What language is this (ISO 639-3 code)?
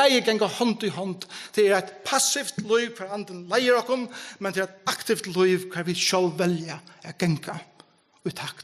fao